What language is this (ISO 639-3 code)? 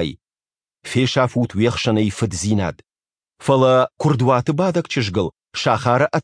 oss